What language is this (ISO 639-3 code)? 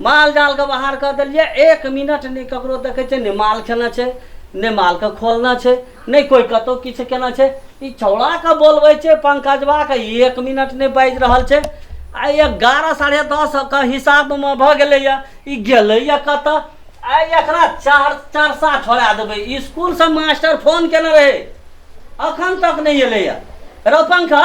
mai